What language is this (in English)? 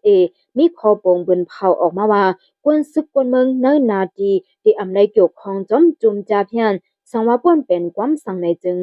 Shan